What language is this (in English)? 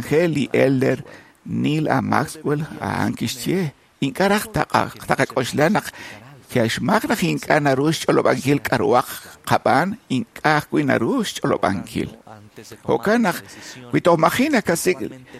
Kekchí